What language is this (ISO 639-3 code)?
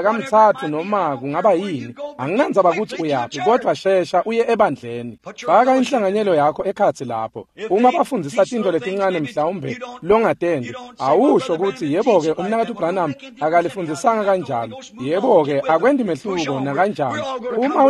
ssw